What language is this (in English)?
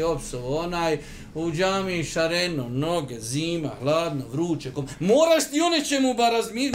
Bosnian